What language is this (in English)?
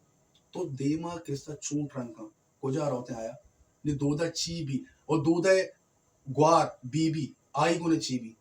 Baluchi